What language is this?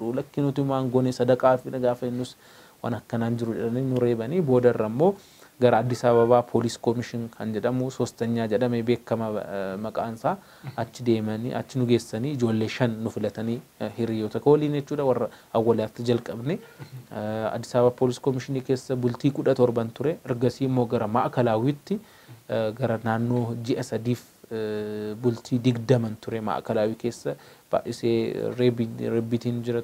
Oromo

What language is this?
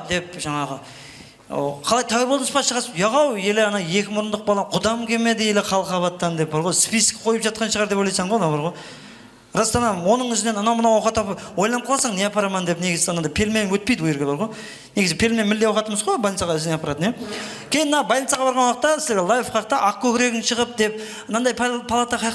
Kara-Kalpak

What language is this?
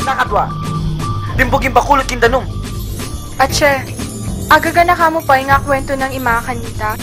Pampanga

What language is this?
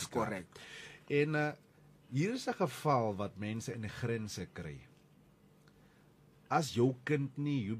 Afrikaans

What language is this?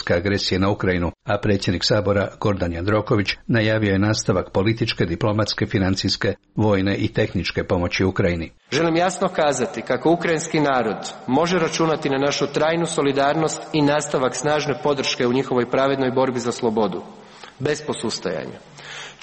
Croatian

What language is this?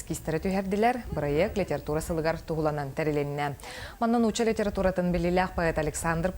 Yakut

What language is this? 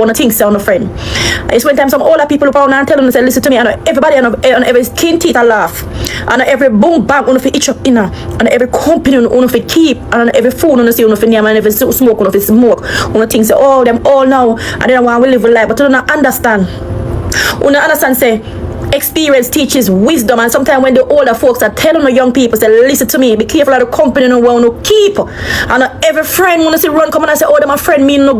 Jamaican Creole English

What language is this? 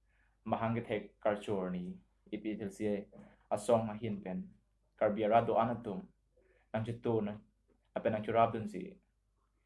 Karbi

